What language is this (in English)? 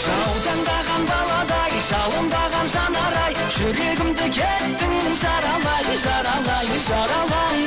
Kara-Kalpak